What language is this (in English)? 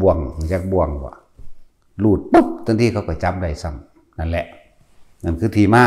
Northeastern Thai